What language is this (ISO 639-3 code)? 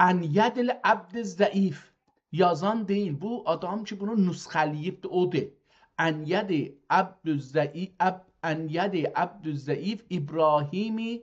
azb